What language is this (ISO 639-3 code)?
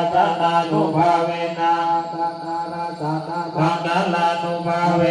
pli